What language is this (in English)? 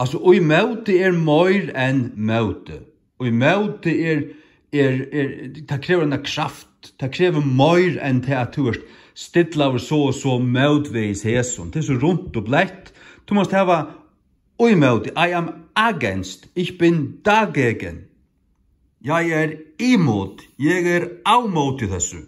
Faroese